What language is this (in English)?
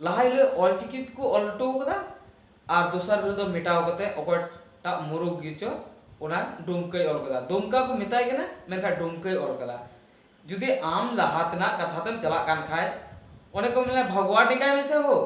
Santali